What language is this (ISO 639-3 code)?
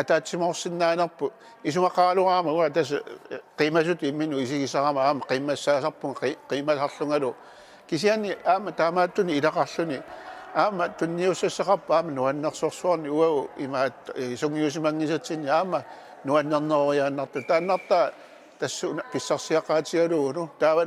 kal